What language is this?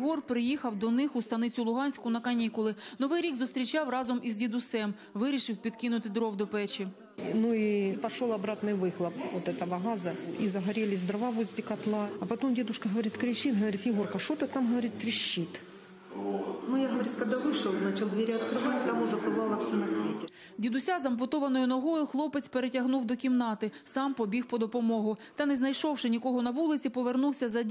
Ukrainian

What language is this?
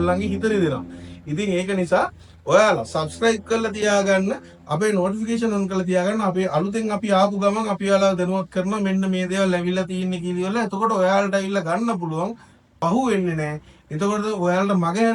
Sinhala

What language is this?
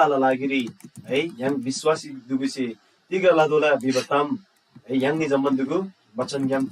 Eastern Tamang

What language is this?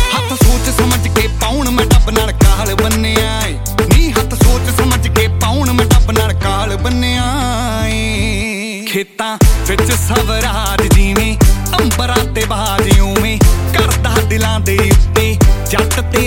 Punjabi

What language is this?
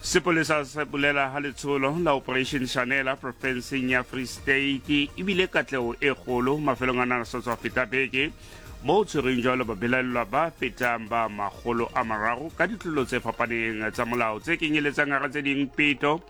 Southern Sotho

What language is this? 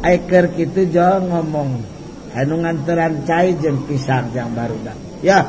Sundanese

